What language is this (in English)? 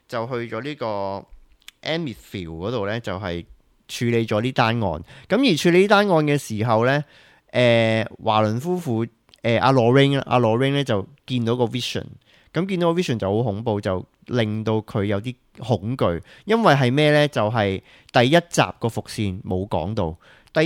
Cantonese